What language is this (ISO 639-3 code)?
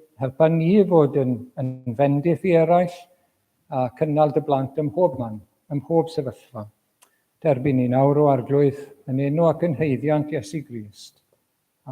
cym